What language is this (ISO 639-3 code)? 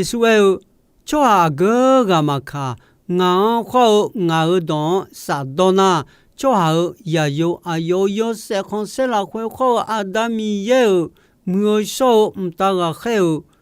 ahk